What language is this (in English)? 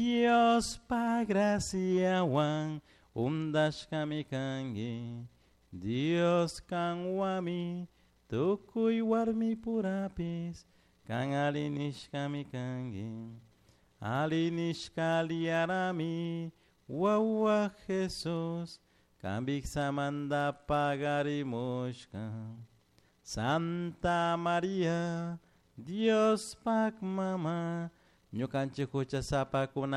Chimborazo Highland Quichua